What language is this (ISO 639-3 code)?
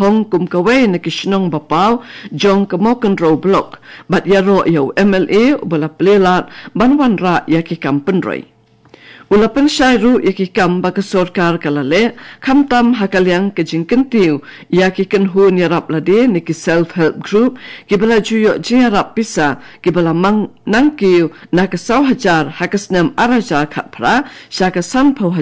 kha